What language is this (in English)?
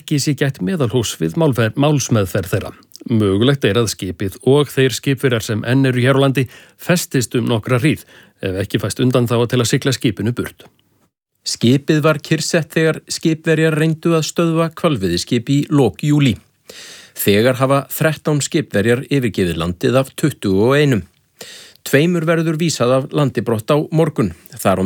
Icelandic